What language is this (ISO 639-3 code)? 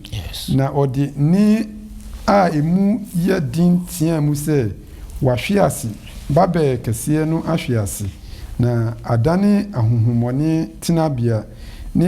aka